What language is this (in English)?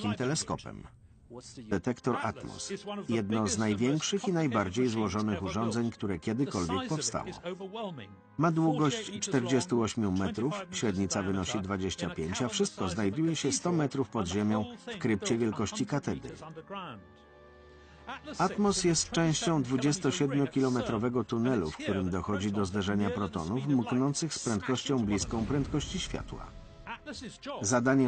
Polish